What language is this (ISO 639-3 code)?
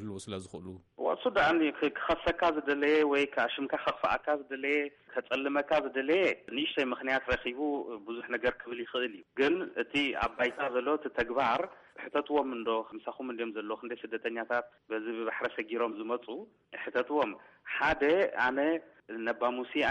tir